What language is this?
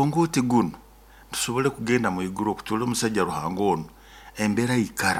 Nyoro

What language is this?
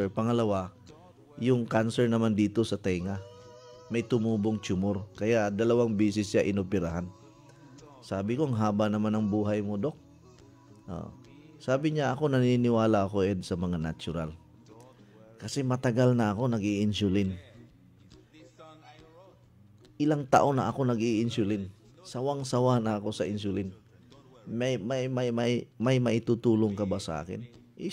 Filipino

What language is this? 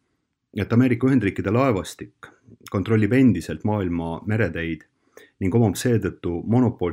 Estonian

